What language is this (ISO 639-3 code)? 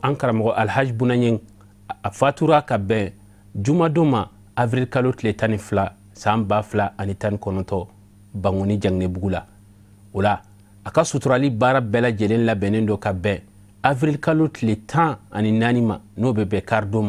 bam